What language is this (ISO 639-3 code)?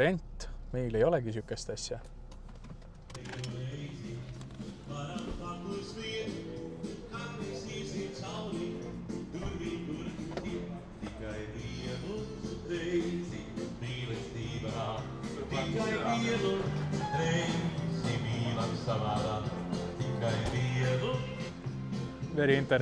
est